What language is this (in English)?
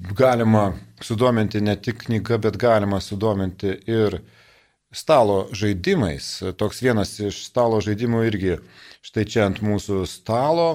Lithuanian